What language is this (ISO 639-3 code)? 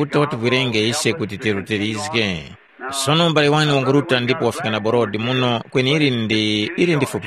tum